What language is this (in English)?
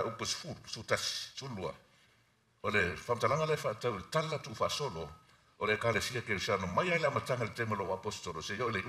Samoan